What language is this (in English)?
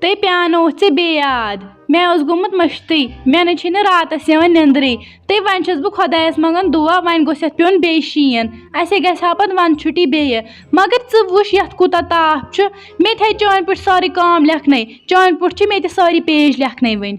Kashmiri